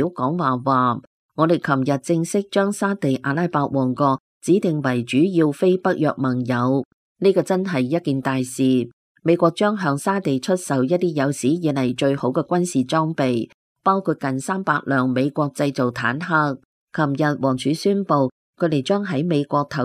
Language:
Cantonese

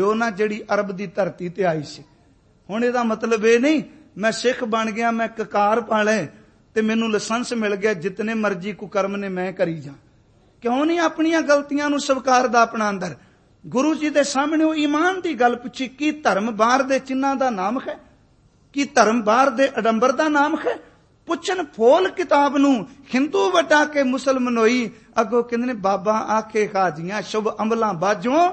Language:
Punjabi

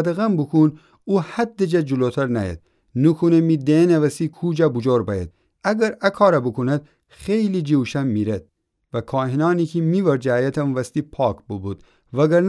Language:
Gilaki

